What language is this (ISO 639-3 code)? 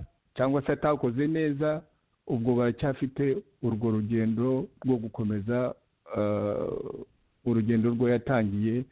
kin